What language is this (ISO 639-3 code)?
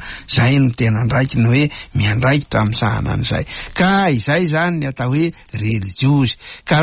mlg